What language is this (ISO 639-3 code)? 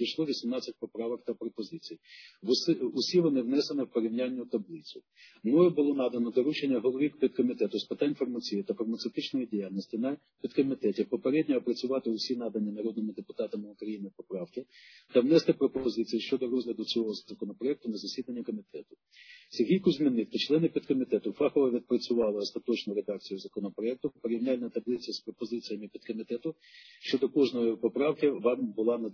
ukr